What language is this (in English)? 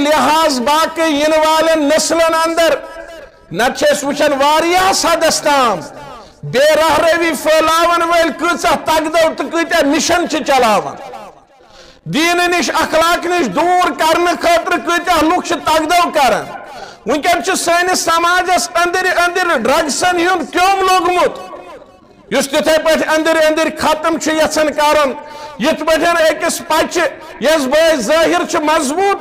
Kashmiri